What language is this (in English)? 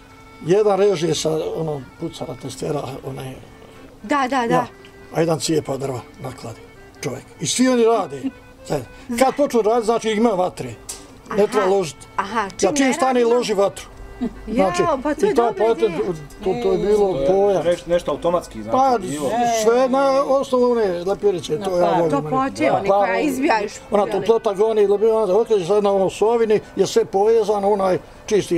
Bosnian